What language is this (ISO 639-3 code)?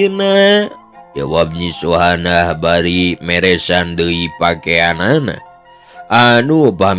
sun